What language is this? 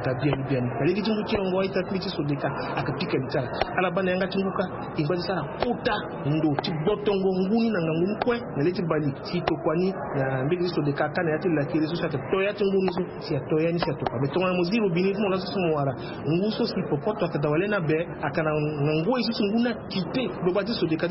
Sango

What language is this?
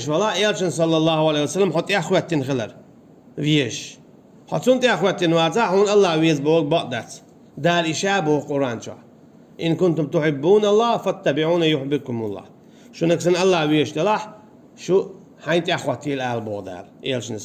Chechen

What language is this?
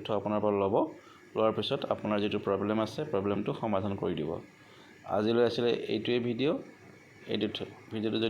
Assamese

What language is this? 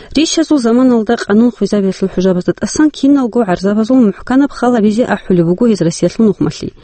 Avaric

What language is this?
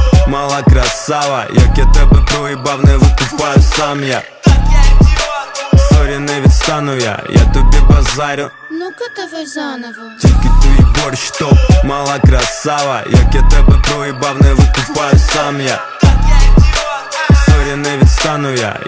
Ukrainian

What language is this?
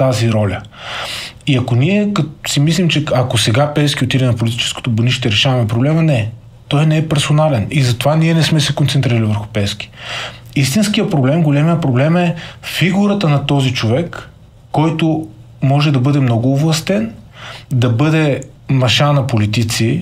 Bulgarian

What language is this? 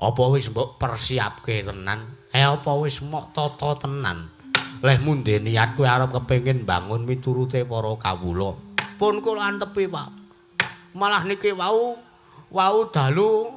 Javanese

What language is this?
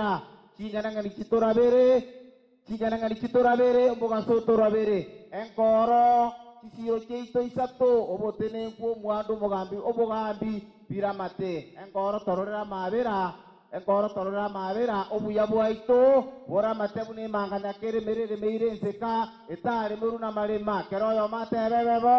Gusii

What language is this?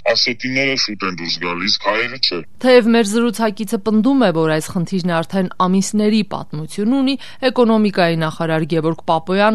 Armenian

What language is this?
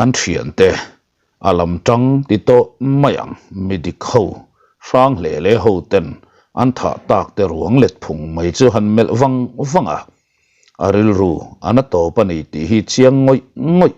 Mizo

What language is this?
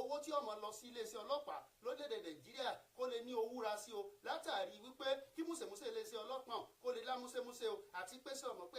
Yoruba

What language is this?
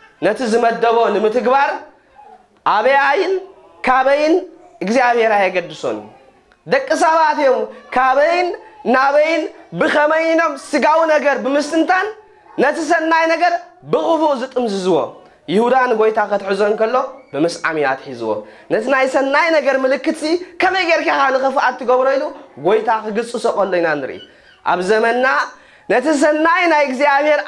Tigrinya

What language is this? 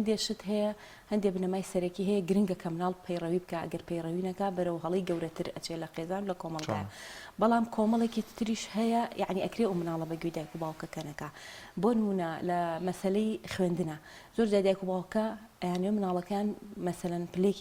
Central Kurdish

